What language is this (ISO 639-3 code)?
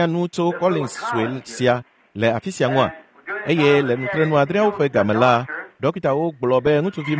ewe